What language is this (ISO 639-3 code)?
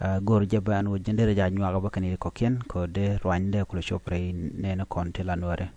nus